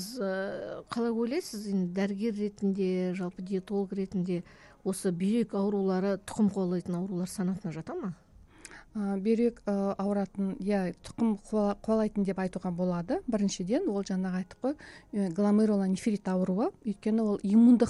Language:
Kazakh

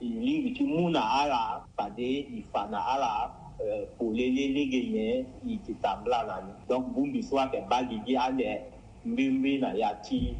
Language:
Sango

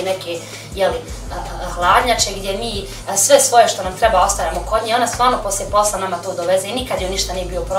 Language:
Bosnian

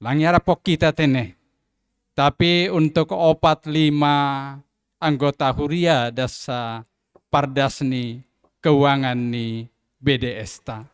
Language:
Batak Simalungun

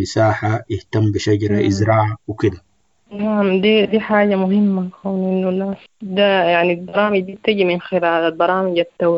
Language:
Sudanese Arabic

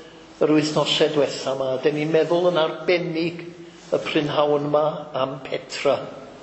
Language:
Welsh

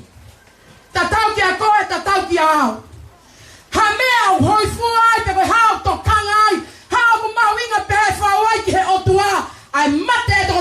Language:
Tongan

